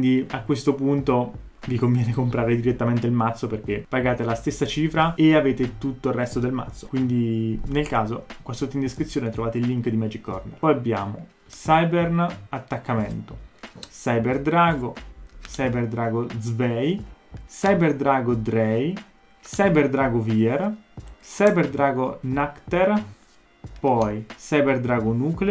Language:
Italian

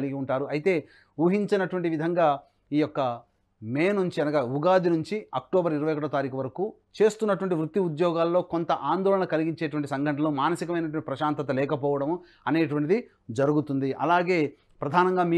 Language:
Telugu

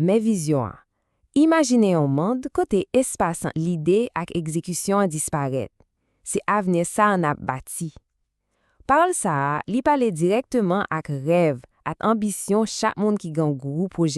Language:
Haitian Creole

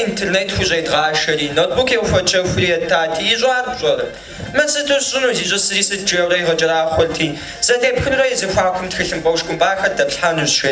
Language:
Kabardian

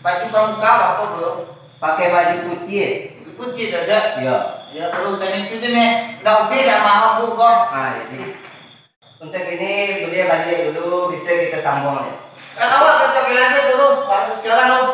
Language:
Minangkabau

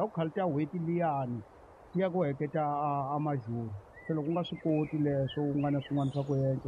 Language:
Tsonga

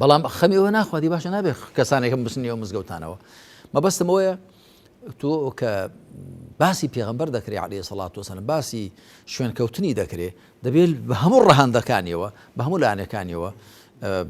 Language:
Central Kurdish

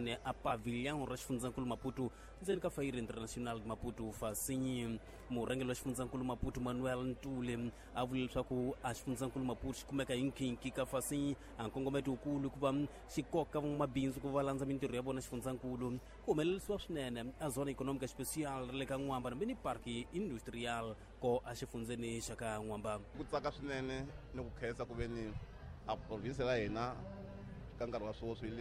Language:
Tsonga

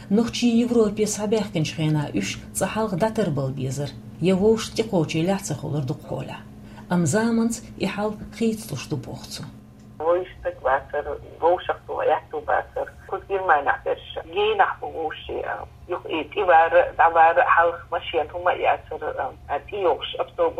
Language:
Chechen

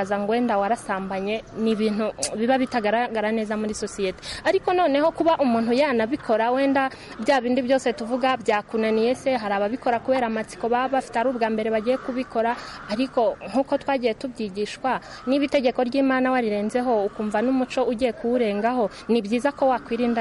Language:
Kinyarwanda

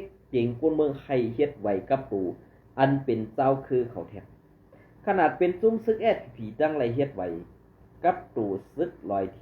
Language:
Shan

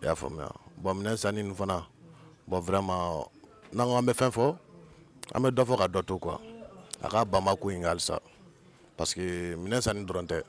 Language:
Bambara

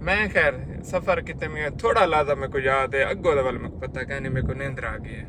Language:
Saraiki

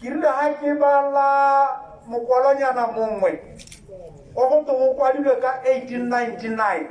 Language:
Tswana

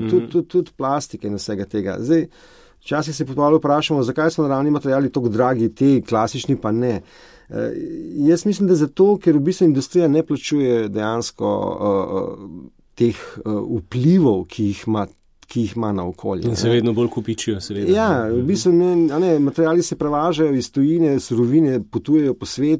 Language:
Slovenian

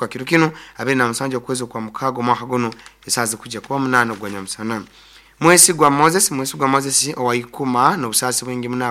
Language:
Nyoro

